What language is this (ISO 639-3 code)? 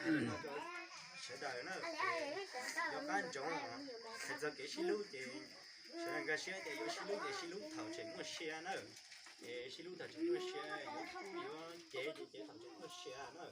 hmn